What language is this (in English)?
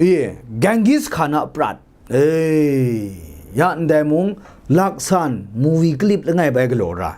Kachin